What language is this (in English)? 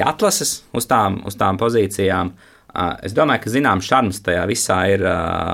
Latvian